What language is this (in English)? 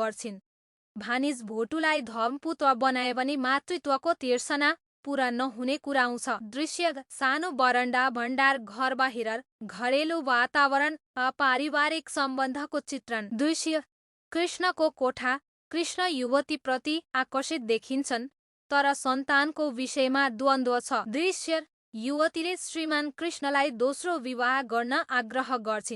Nepali